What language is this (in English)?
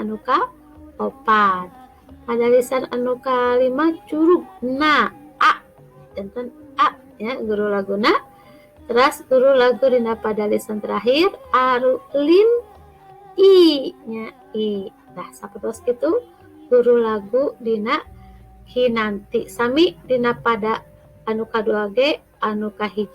Sundanese